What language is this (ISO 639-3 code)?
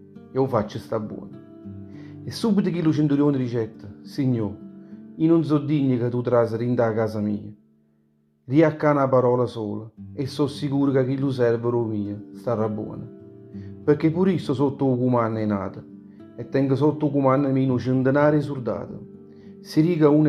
nap